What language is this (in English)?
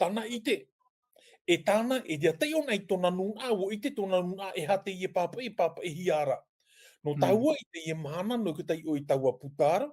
Tahitian